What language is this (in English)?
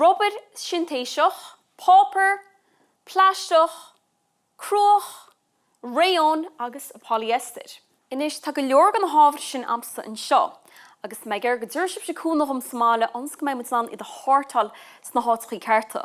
Irish